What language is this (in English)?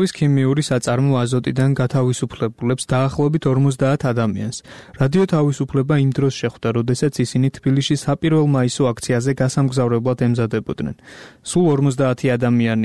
Georgian